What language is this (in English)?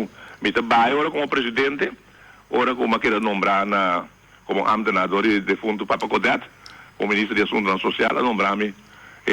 Papiamento